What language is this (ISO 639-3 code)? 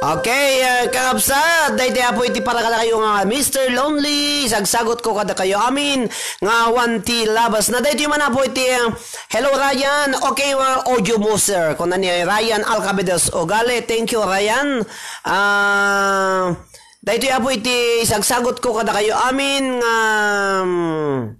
ilo